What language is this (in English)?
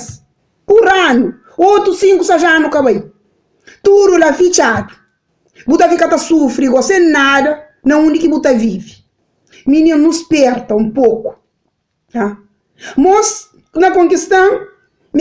Kabuverdianu